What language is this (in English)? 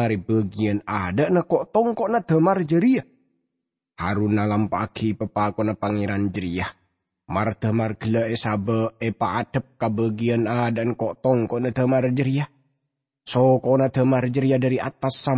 Madurese